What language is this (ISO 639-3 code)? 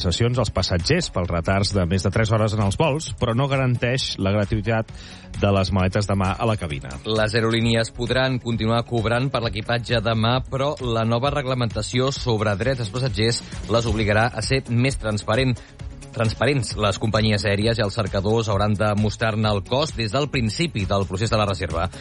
cat